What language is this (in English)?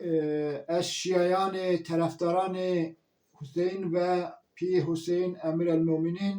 Zaza